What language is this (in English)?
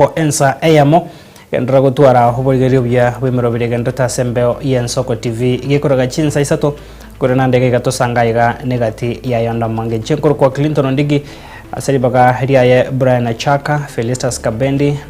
Gusii